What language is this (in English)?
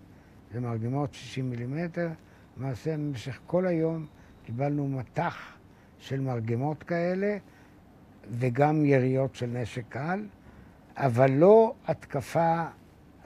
Hebrew